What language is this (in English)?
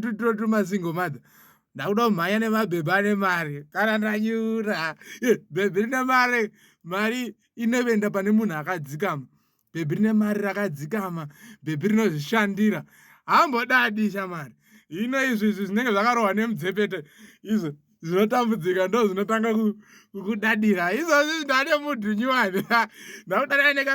Shona